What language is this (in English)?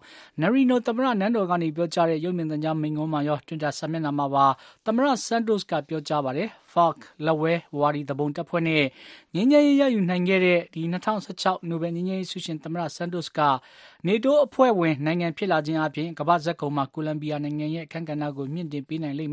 Burmese